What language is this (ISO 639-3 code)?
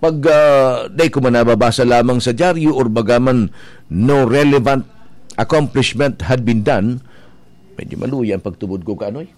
bik